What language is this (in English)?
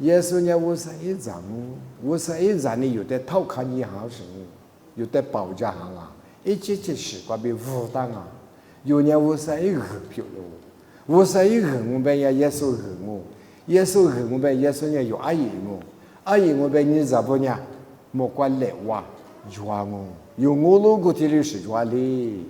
Lisu